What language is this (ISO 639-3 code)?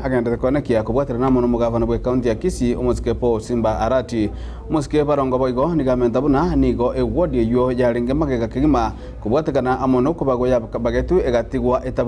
guz